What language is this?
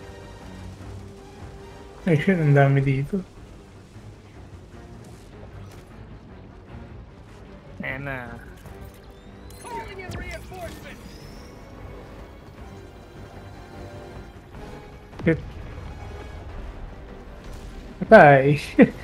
Filipino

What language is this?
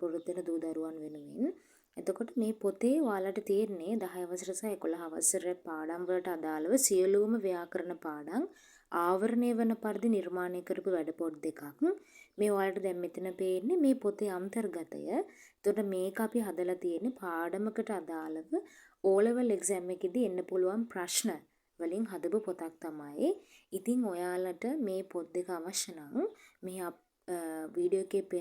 Sinhala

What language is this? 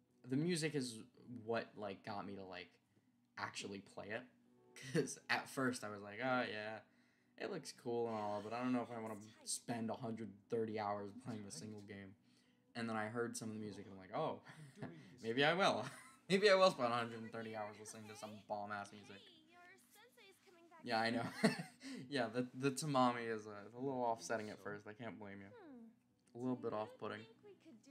English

